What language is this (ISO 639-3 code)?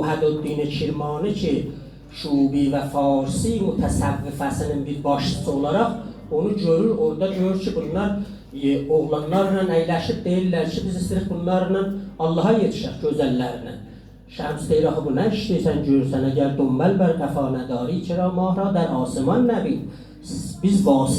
azb